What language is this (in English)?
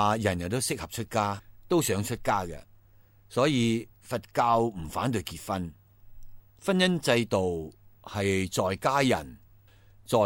Cantonese